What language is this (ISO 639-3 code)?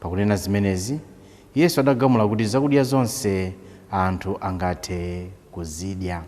nya